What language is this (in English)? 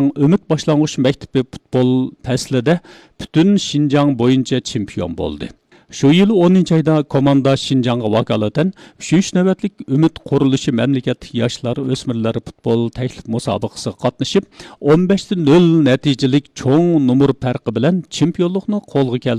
Uyghur